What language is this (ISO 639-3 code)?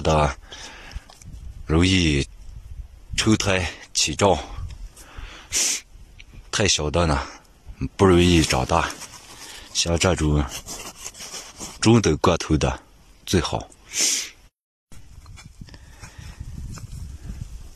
zho